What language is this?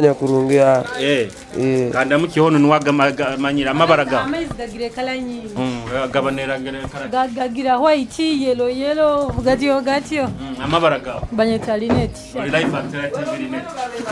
Nyoro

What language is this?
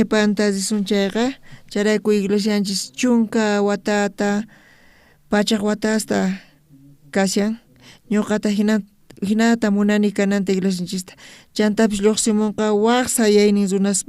South Bolivian Quechua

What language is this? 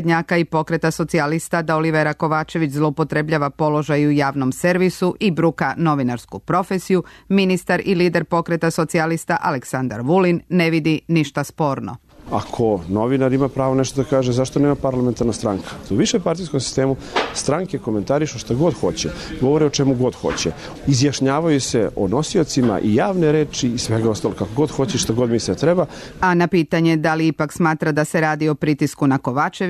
Serbian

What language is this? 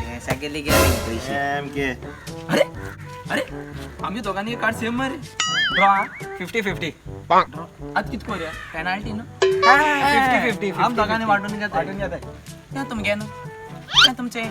Konkani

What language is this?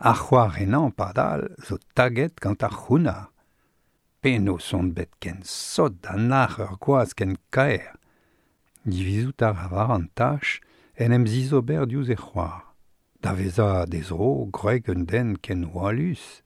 Breton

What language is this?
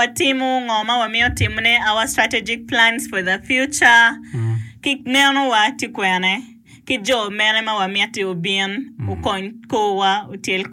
Acoli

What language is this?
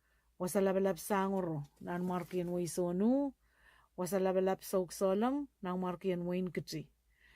Pohnpeian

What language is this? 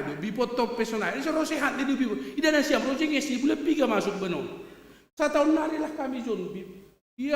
Batak Simalungun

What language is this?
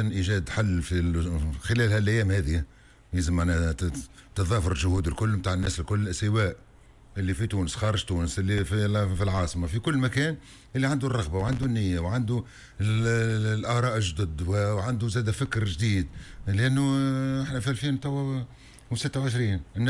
Tunisian Arabic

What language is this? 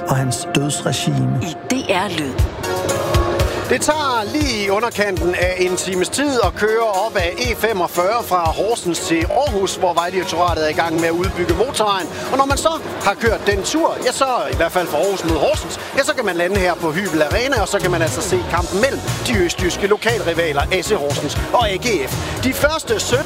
Danish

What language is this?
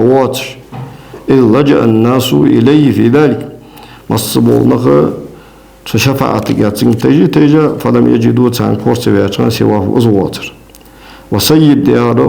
Ingush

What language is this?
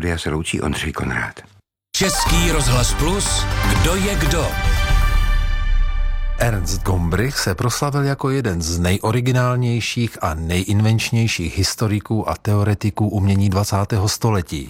Czech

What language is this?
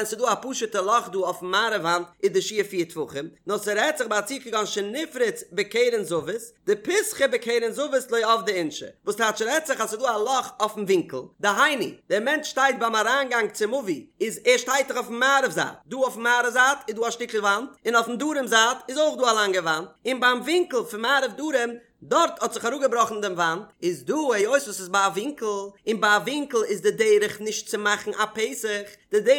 Yiddish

